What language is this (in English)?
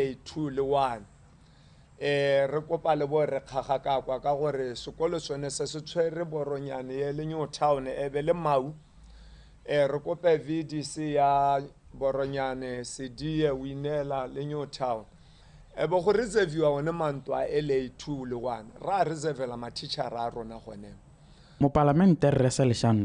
Tswana